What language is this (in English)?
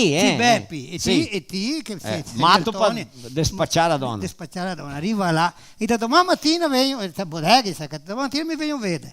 Venetian